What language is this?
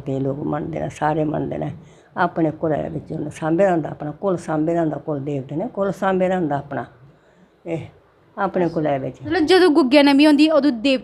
Dogri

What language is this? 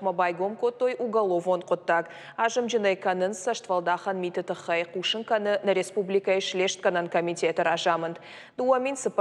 Ossetic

